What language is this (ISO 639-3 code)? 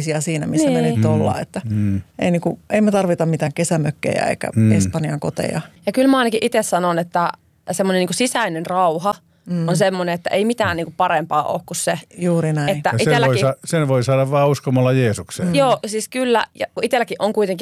fin